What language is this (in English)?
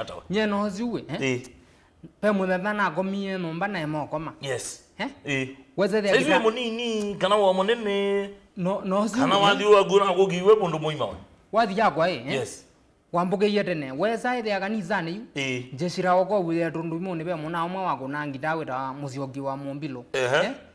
Kamba